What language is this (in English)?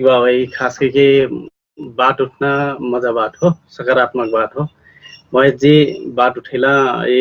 Dangaura Tharu